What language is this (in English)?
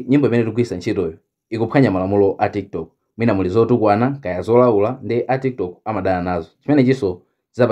Nyanja